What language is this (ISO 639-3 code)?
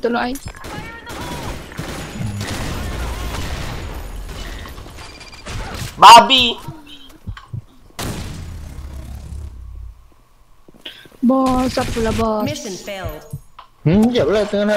msa